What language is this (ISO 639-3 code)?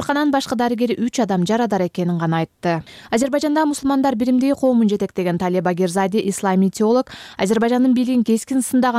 kir